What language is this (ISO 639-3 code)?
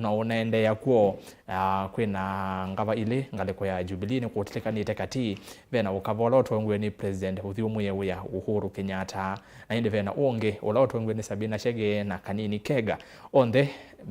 kam